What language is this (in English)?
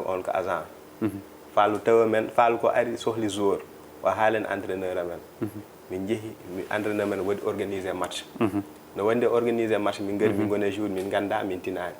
Fula